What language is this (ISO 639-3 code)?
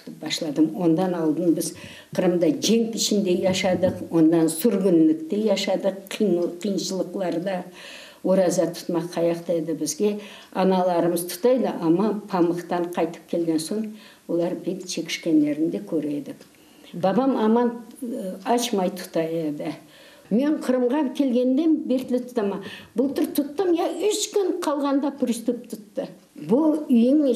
crh